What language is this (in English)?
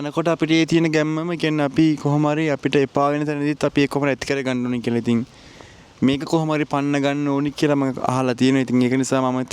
Sinhala